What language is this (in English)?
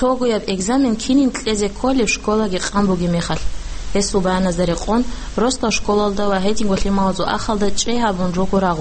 Avaric